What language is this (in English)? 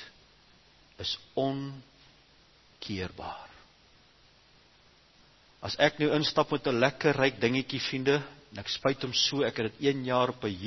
Afrikaans